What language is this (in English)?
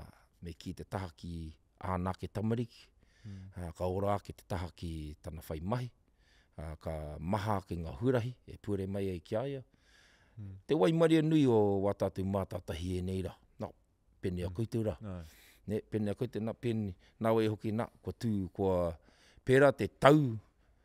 Māori